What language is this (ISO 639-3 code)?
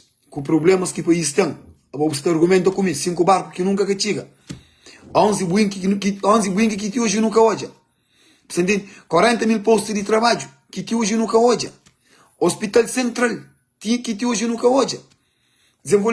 kea